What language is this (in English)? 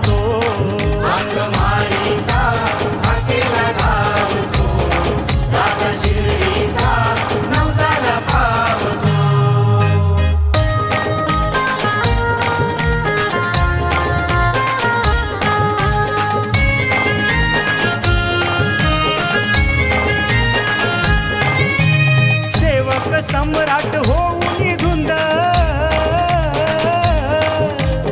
Marathi